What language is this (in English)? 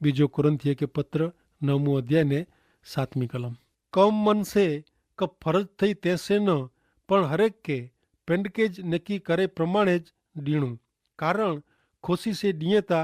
Kachhi